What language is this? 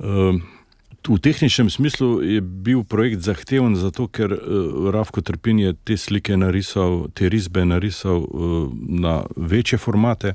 Slovenian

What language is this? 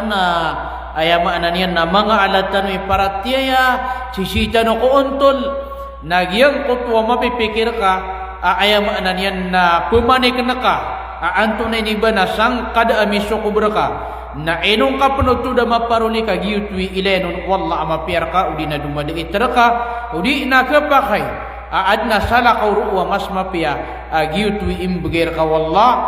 Maranao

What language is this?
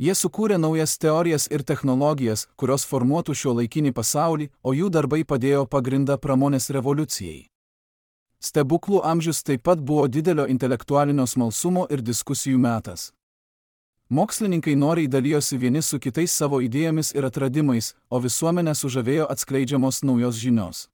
Lithuanian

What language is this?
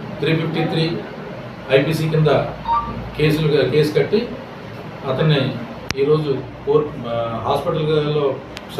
Telugu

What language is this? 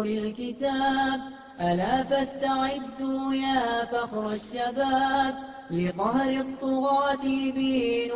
Bosnian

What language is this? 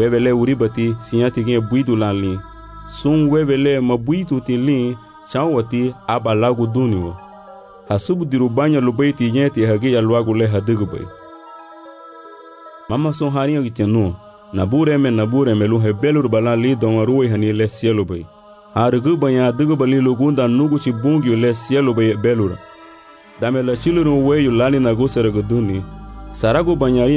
Garifuna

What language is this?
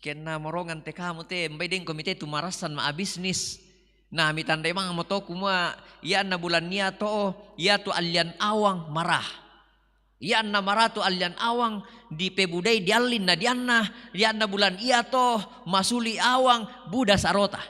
Toraja-Sa'dan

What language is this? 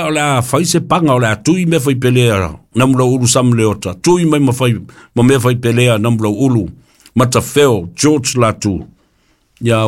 Samoan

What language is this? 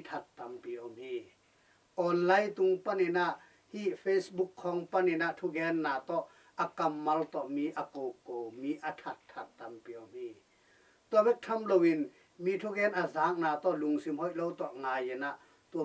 Tedim Chin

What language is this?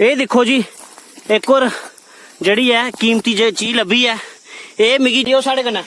Dogri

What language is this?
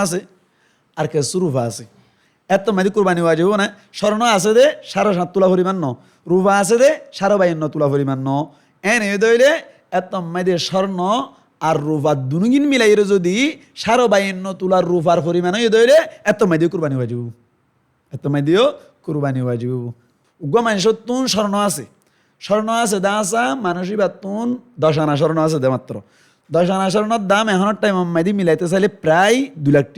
Rohingya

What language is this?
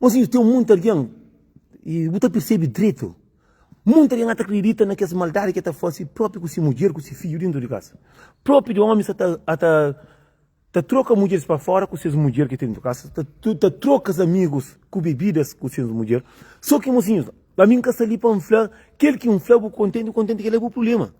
Kabuverdianu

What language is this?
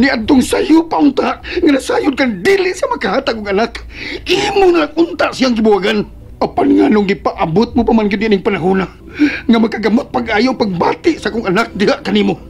Cebuano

